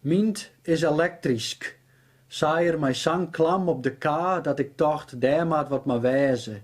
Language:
Western Frisian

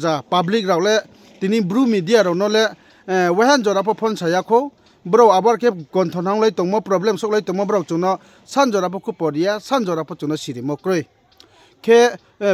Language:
Riang (India)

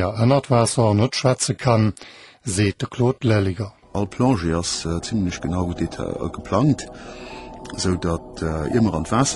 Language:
Luxembourgish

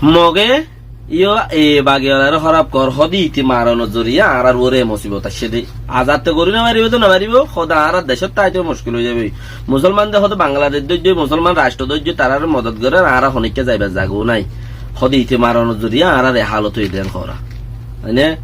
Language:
Rohingya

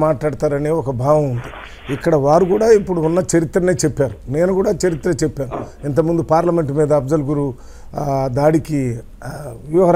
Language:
Telugu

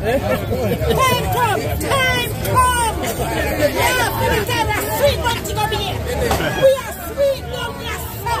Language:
Jamaican Creole English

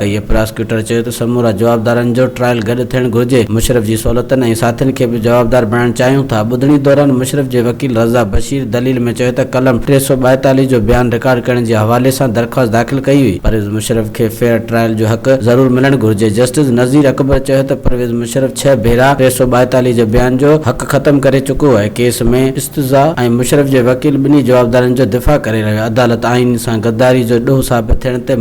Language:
Sindhi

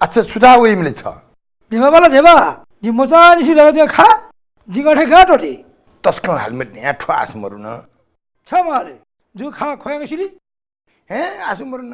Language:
Newari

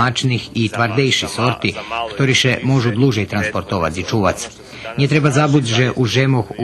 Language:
Rusyn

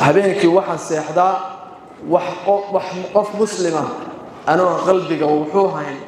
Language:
Somali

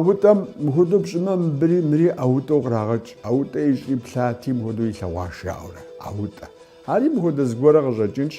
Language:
Kabardian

